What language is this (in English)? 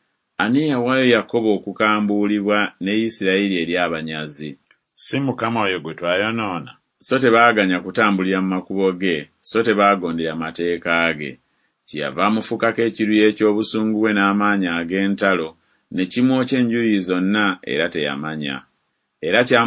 Ganda